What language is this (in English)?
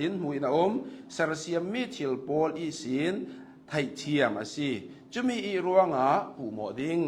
Hakha Chin